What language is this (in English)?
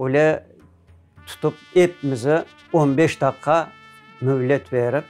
Crimean Tatar